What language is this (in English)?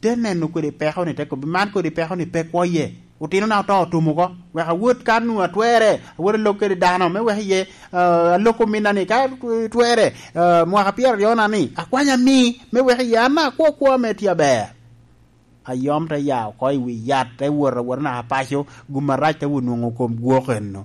Lango (Uganda)